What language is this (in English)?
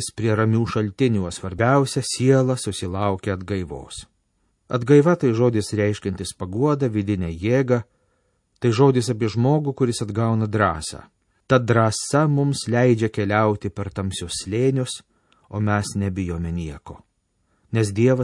Lithuanian